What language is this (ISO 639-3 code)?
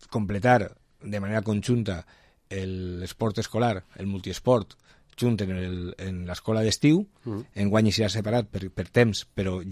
cat